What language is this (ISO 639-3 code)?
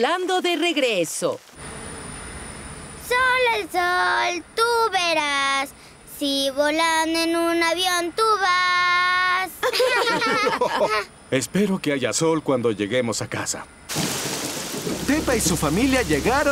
spa